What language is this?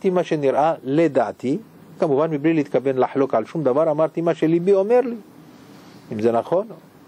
Hebrew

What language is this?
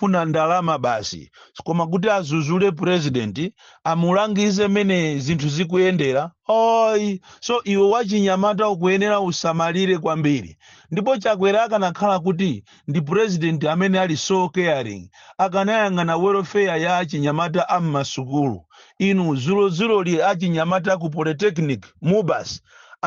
Nyanja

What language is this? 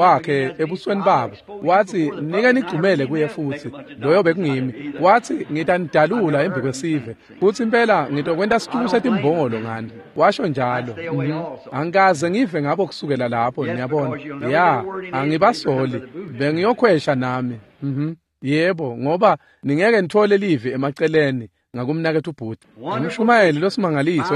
Swati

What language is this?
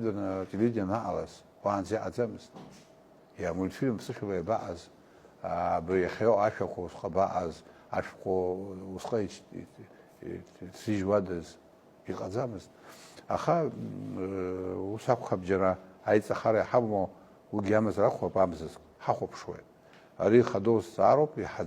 Abkhazian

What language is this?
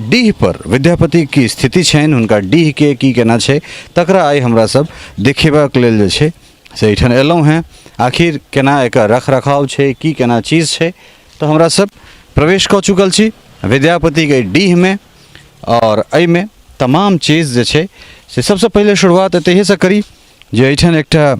Maithili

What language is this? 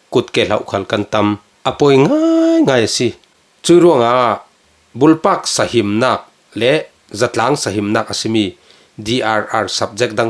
Falam Chin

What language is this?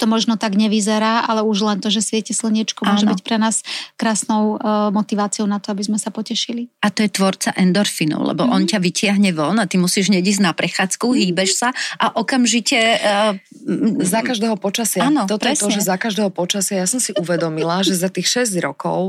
Slovak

